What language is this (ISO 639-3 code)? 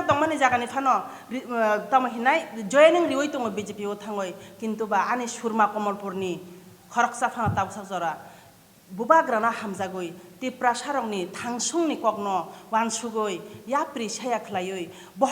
trp